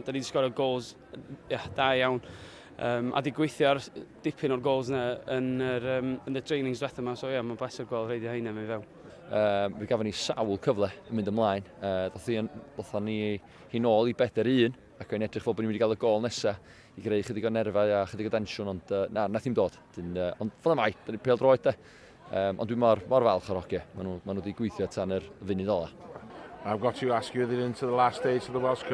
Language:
Welsh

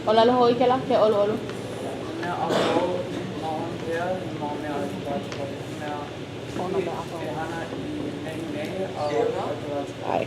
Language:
Hawaiian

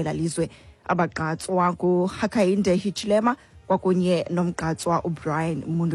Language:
Xhosa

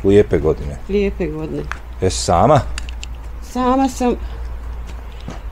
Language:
Bosnian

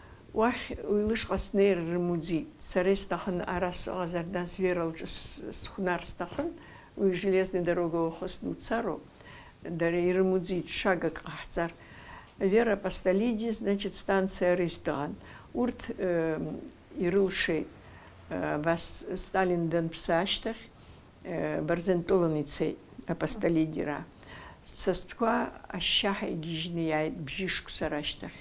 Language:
Abkhazian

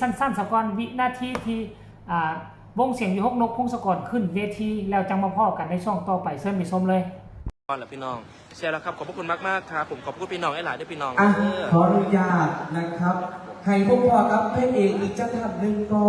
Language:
Northeastern Thai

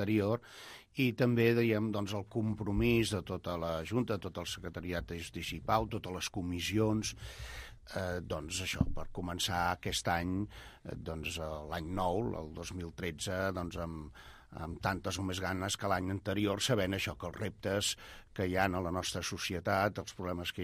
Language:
Catalan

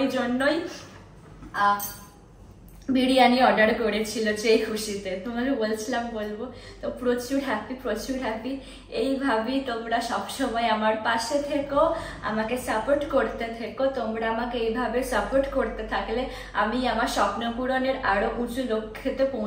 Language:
Bangla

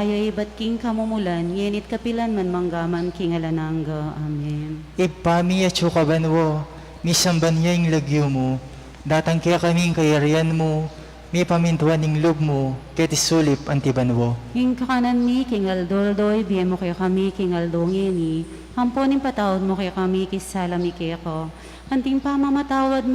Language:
Pampanga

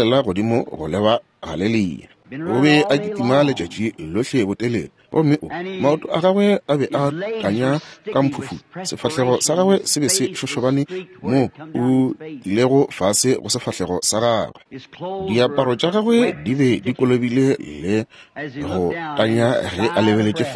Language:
Northern Sotho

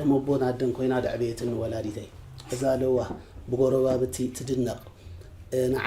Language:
Tigrinya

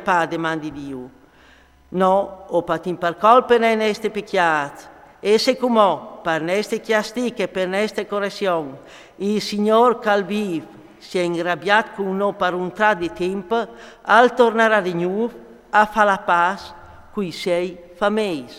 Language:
Friulian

